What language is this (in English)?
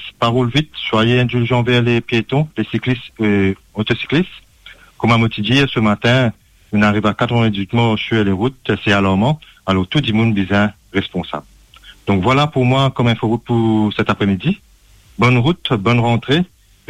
Morisyen